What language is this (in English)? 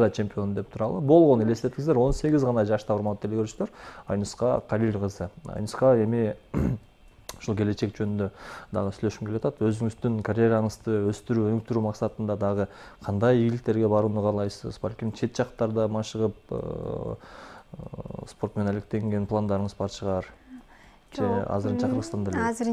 Kyrgyz